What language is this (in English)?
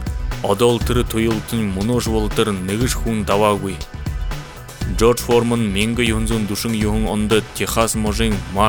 Buriat